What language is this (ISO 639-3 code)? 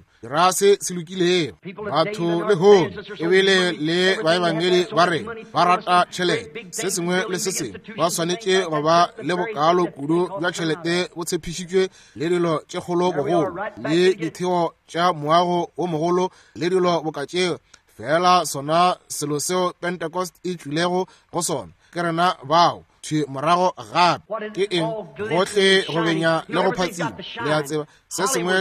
nso